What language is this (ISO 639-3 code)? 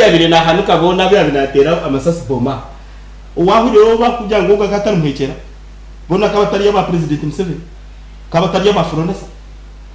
nyn